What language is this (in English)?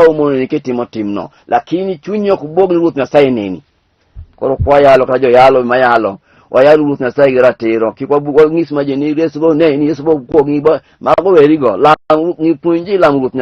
Luo (Kenya and Tanzania)